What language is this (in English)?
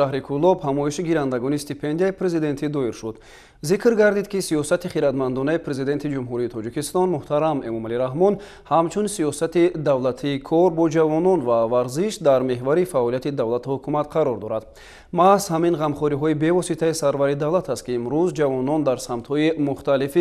Tajik